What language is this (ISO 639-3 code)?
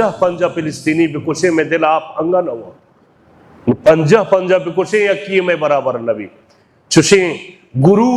bal